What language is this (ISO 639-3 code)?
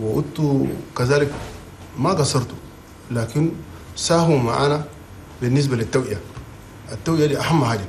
shu